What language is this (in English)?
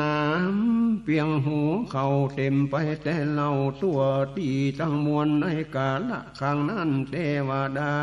Northern Thai